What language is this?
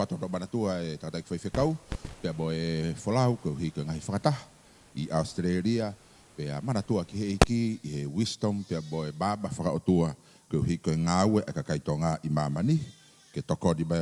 Tongan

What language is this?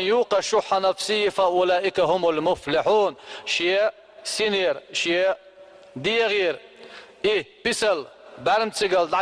Chechen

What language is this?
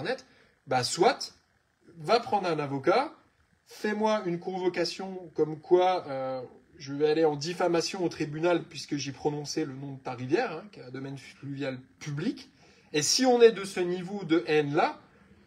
French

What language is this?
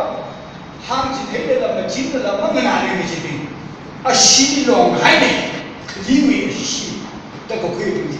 Tangkhul Naga (India)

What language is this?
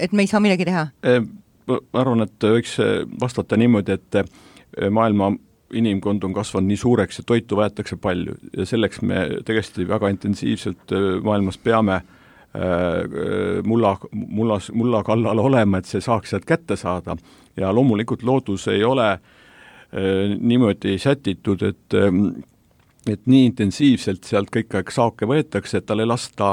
Estonian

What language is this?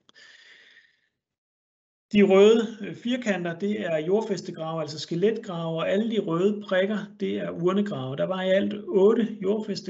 Danish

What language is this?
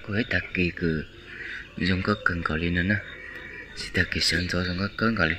Hmong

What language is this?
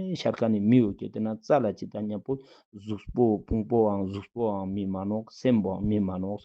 Ladakhi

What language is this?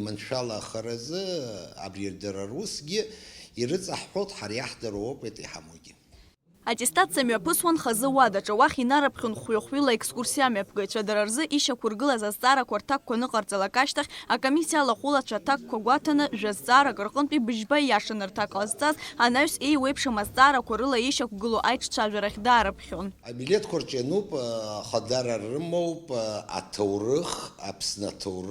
Abkhazian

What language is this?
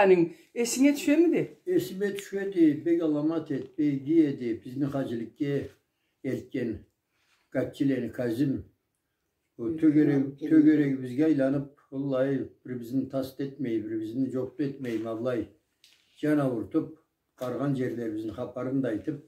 Karachay-Balkar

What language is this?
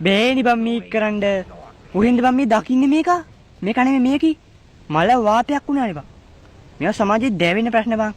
Sinhala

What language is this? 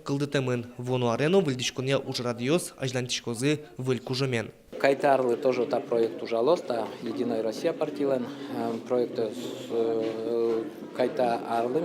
Udmurt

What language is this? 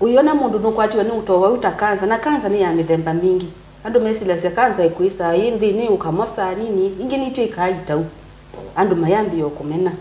Kamba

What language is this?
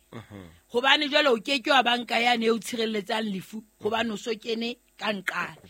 Southern Sotho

